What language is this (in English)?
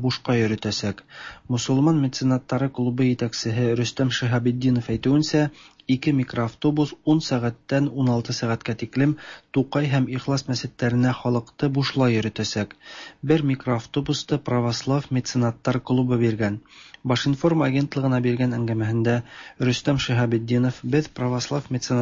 Tatar